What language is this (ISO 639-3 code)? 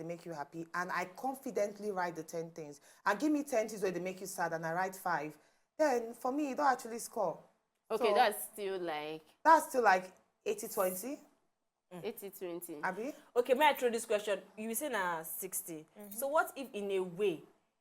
pcm